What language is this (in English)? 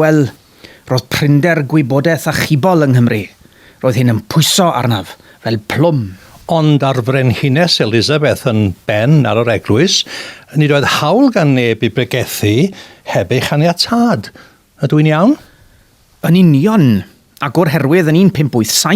Welsh